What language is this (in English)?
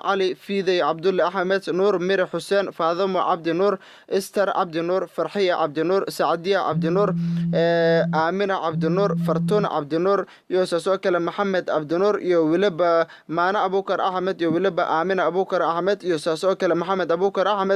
Somali